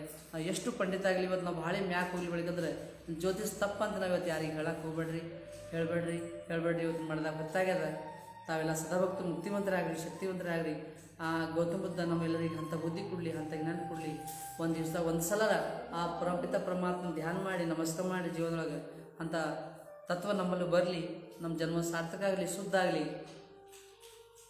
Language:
Kannada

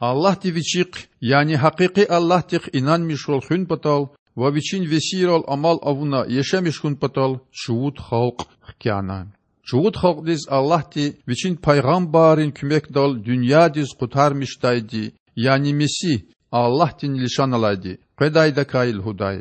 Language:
Lezghian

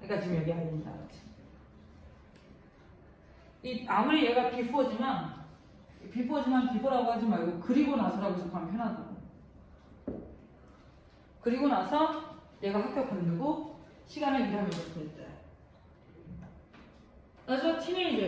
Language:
Korean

